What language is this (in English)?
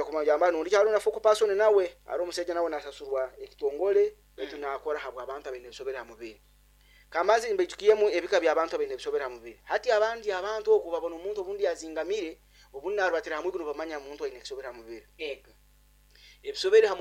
Nyoro